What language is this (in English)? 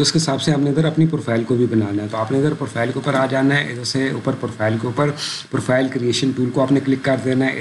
Urdu